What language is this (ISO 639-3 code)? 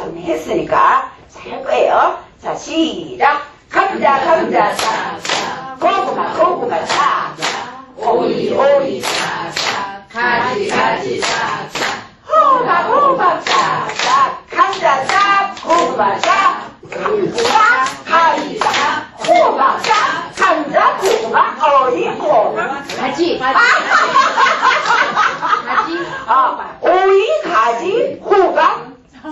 kor